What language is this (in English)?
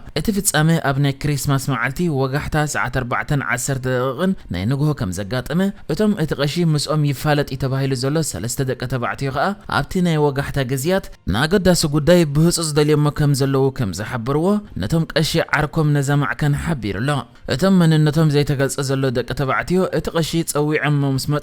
Tigrinya